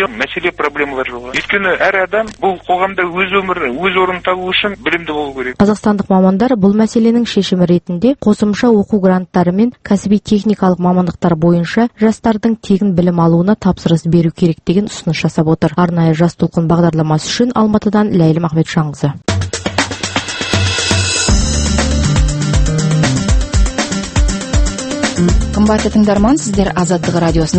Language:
Kazakh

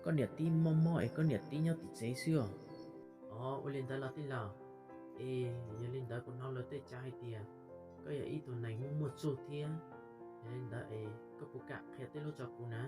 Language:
Hmong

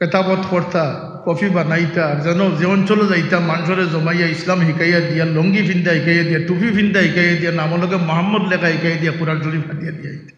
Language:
Sylheti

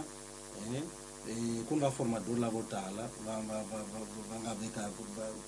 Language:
Tsonga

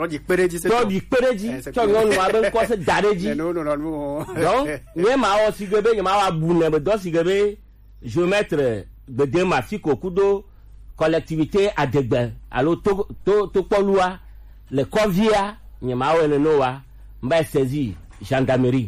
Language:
Gen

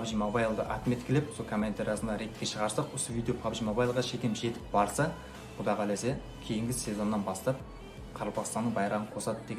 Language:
Kara-Kalpak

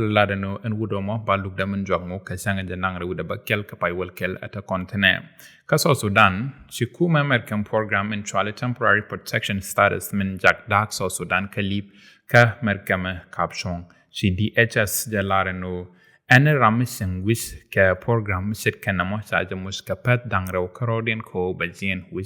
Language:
Nuer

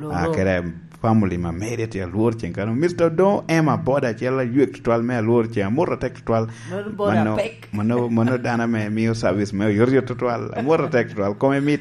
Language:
Lango (Uganda)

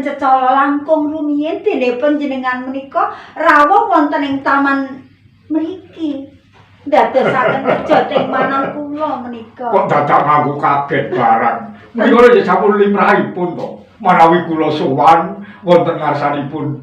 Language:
Javanese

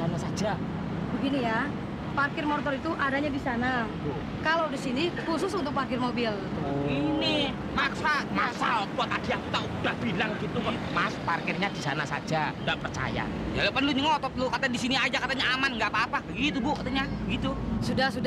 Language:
Betawi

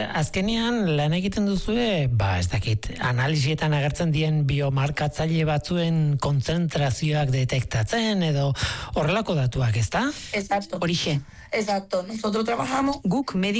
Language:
Basque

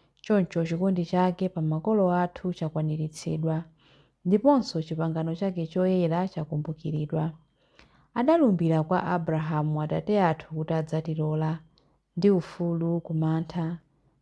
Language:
Nyanja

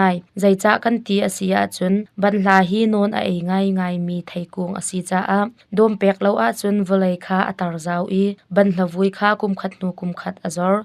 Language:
Hakha Chin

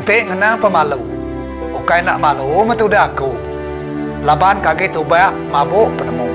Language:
Iban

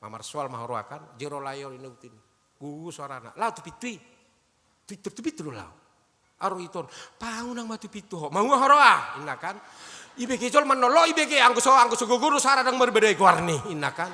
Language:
Batak Toba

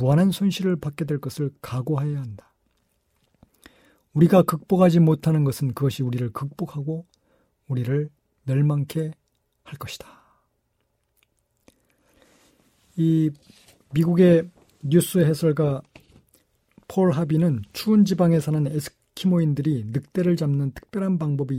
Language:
Korean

